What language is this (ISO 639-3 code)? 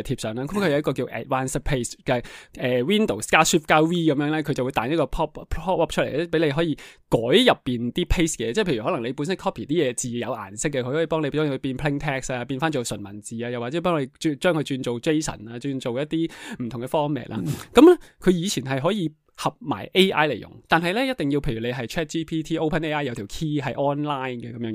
yue